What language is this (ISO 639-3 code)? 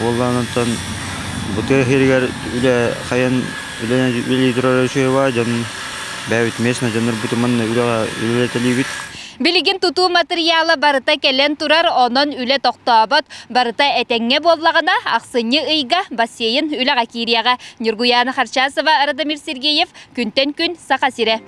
sah